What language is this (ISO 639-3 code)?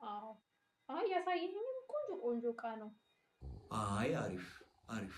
amh